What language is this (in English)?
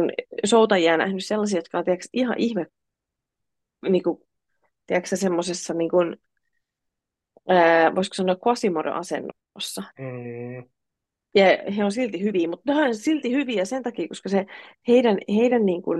Finnish